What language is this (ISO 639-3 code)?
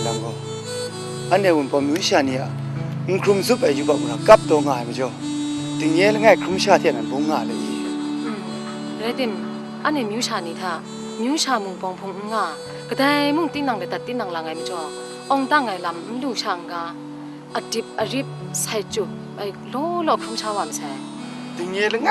kac